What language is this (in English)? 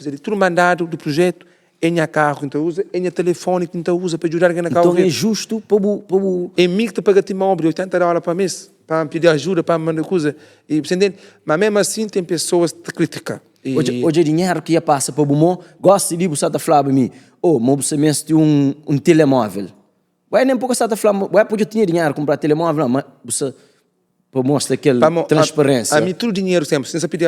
Kabuverdianu